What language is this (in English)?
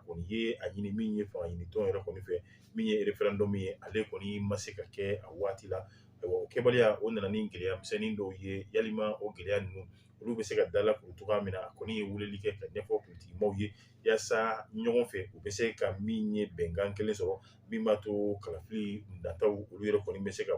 Bambara